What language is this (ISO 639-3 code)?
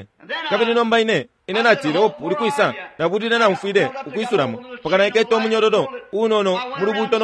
bem